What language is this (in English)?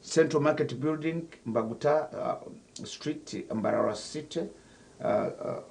Nyankole